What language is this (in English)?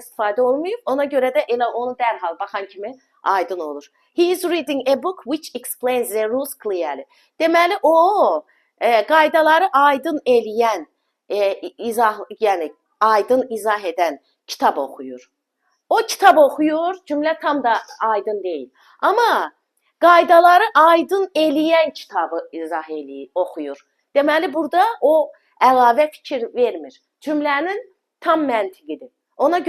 Azerbaijani